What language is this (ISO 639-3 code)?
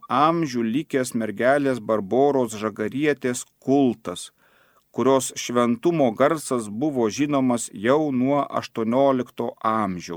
lit